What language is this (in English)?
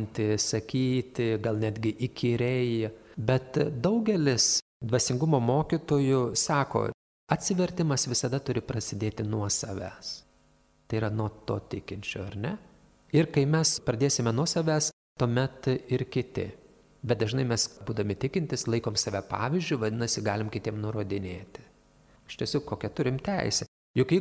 Lithuanian